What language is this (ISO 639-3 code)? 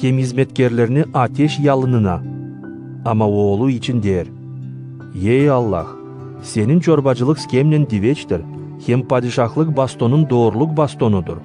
gag